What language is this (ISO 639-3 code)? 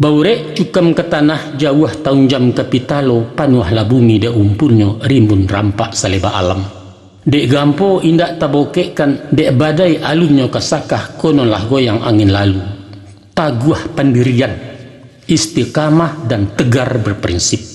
min